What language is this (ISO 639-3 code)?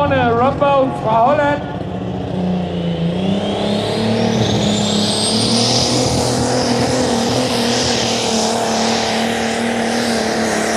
dan